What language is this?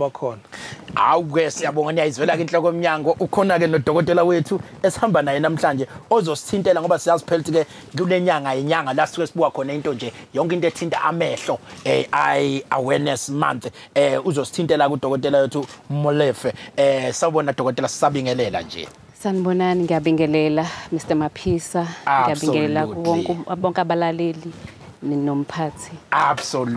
Zulu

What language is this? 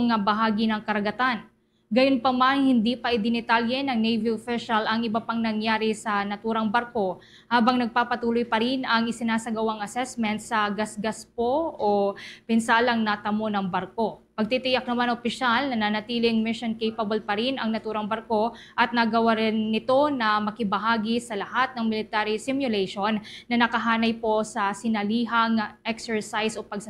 Hiligaynon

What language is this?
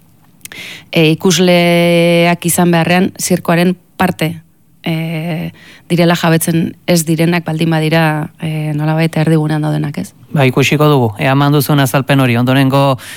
Basque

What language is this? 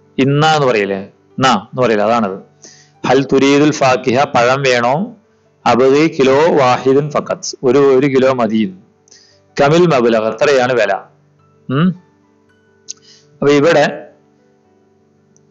Malayalam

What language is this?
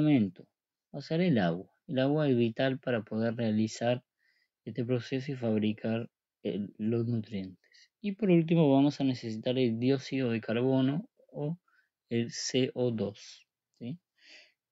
Spanish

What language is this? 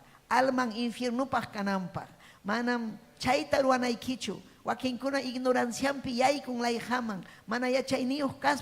Ayacucho Quechua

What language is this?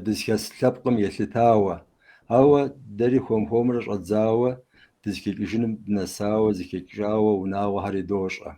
Kabardian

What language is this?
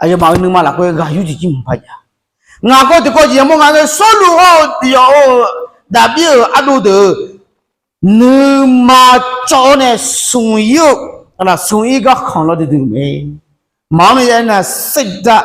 Akha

